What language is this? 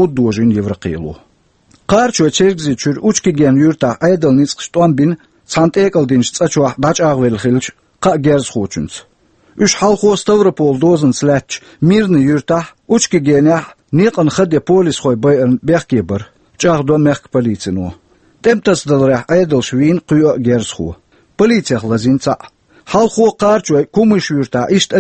Chechen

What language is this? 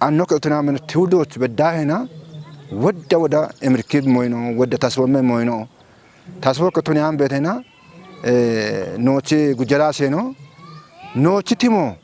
Kafa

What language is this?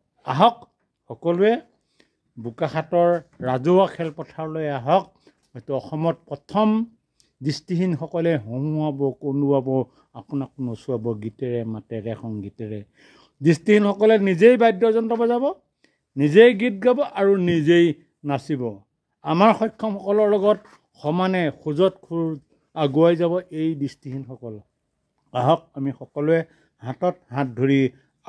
Assamese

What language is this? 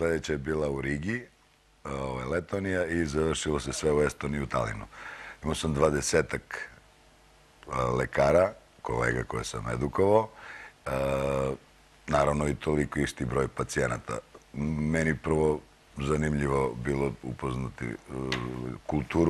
Serbian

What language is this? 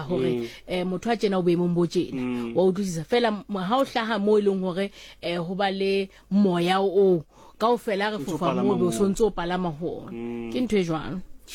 Southern Sotho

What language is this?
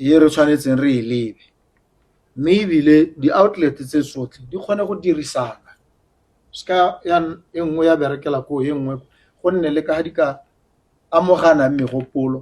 Tswana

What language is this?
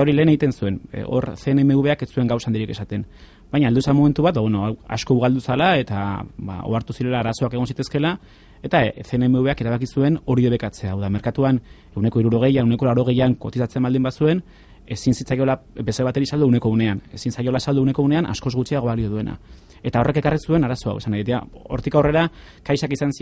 Basque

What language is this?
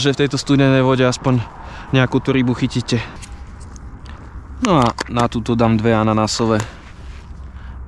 Slovak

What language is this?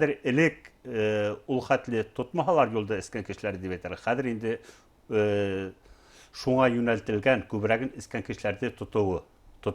Bashkir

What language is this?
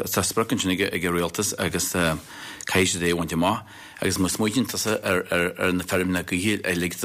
Irish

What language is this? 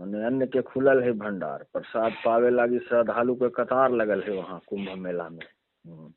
Magahi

